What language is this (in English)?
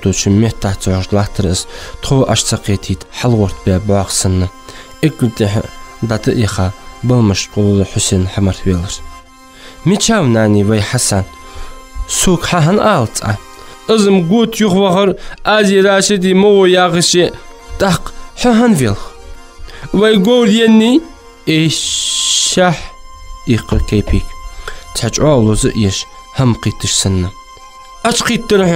Ingush